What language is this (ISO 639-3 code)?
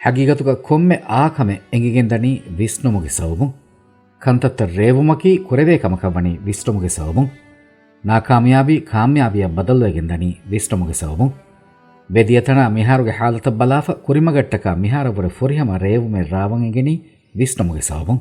div